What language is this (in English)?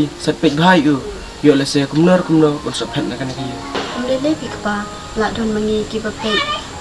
Khasi